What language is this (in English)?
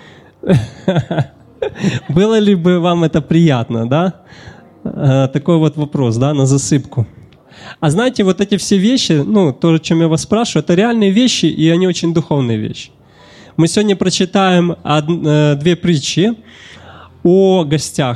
Russian